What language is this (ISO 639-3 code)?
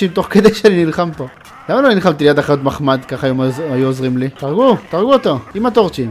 heb